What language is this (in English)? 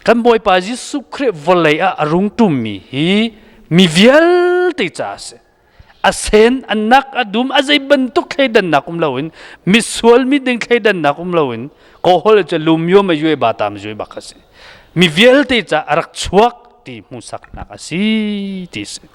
Hakha Chin